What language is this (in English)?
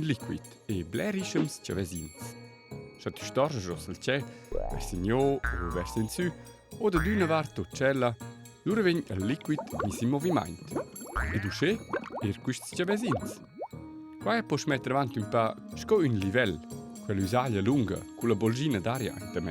Romansh